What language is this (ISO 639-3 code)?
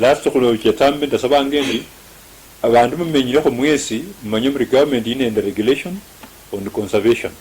luy